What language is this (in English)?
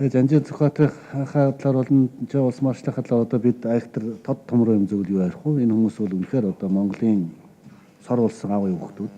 Mongolian